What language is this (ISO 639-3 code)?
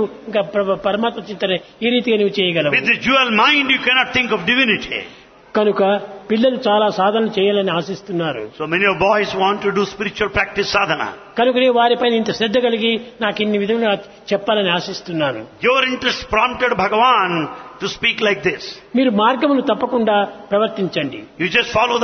tel